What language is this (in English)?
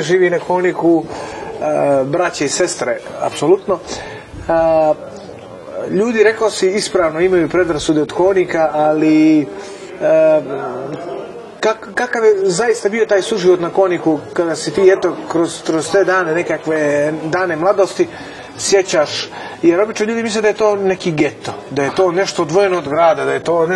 Serbian